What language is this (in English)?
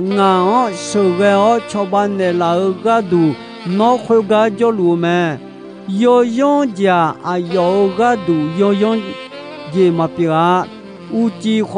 Akha